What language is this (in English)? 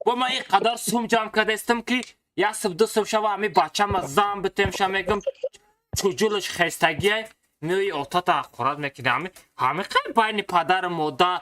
Tajik